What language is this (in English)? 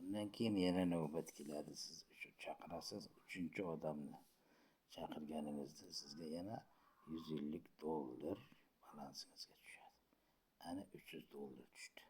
Uzbek